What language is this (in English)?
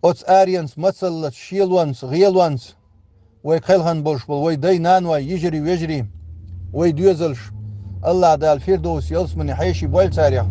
Chechen